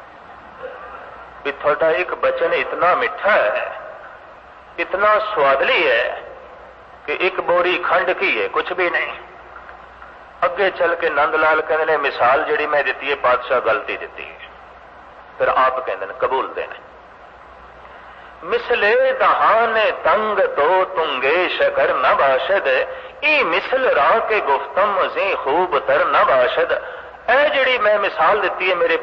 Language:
Punjabi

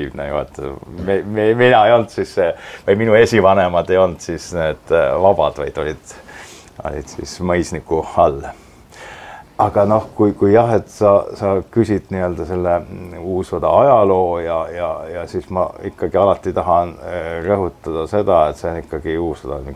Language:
Estonian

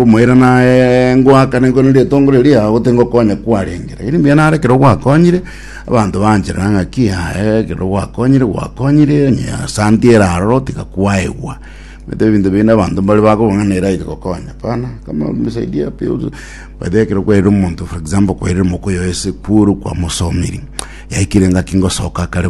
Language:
Gusii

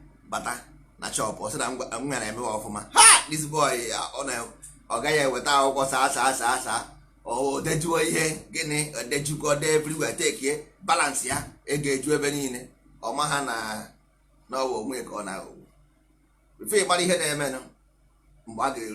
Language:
Igbo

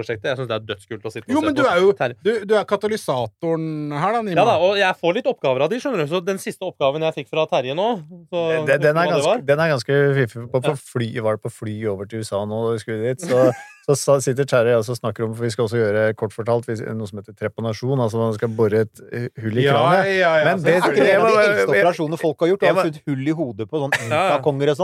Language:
Norwegian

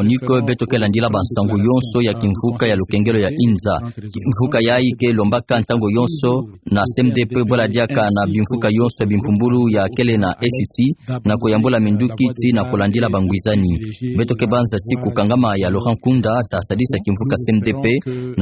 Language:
Kituba (Democratic Republic of Congo)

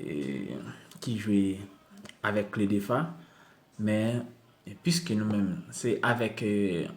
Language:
Haitian Creole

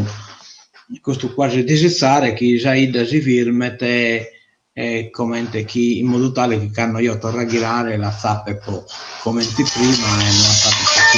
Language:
Sardinian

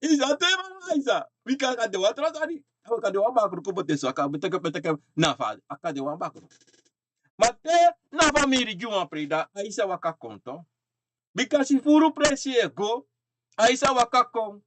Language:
Sranan Tongo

